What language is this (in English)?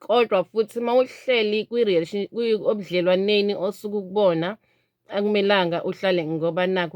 Zulu